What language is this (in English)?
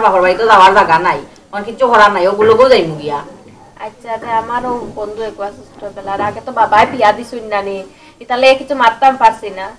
Sylheti